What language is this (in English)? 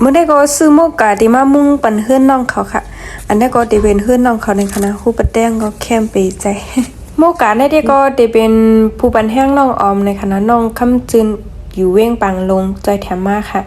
Shan